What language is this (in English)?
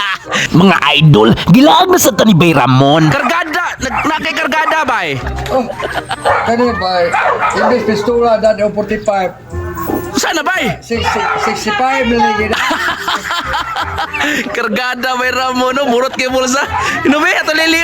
Cebuano